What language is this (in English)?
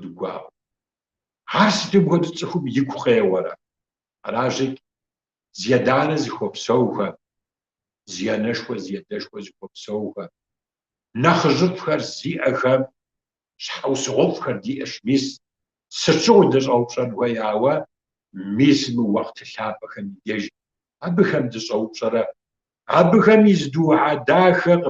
Kabardian